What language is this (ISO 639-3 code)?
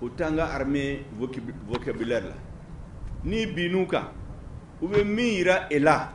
bam